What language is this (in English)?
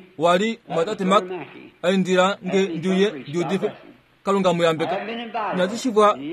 Kuanyama